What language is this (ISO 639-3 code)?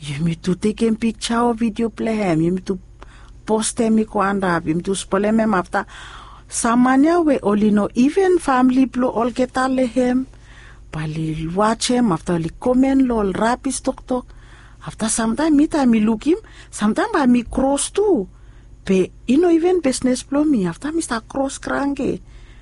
bis